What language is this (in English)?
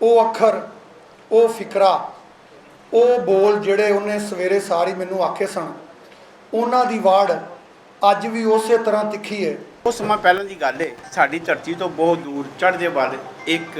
Western Panjabi